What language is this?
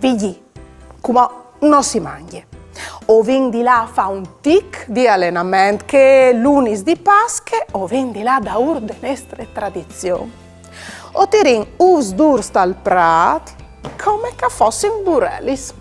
Friulian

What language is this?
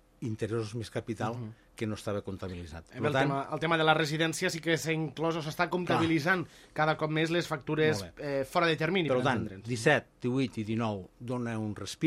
Catalan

